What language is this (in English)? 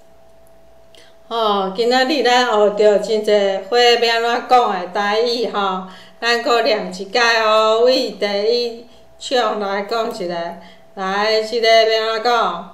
Min Nan Chinese